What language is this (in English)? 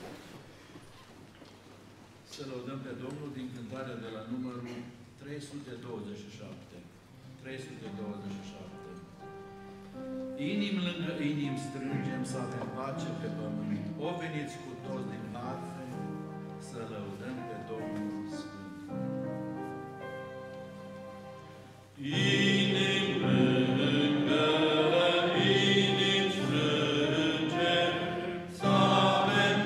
Romanian